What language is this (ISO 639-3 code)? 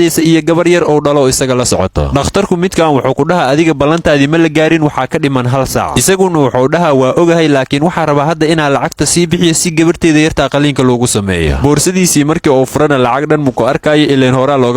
som